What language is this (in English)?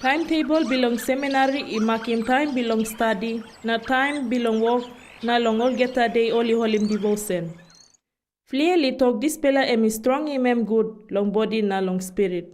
Tok Pisin